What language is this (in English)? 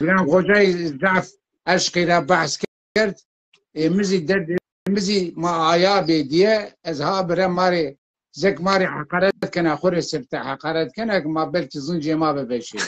Zaza